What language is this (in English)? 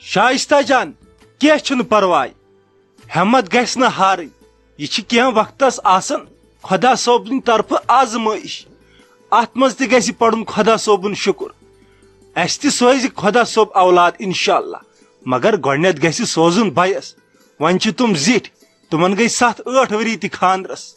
Kashmiri